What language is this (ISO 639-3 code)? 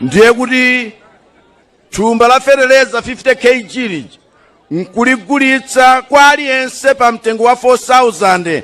nya